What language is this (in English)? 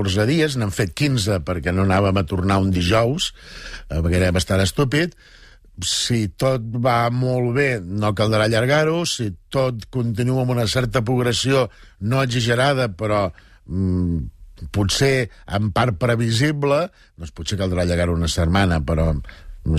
Catalan